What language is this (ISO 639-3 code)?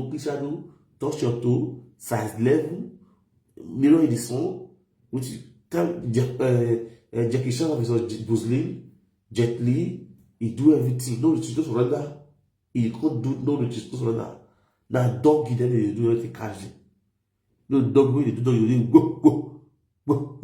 pcm